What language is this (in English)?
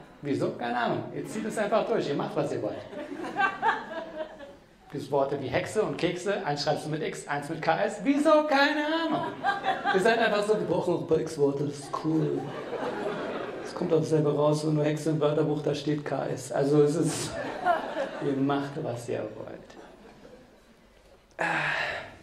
German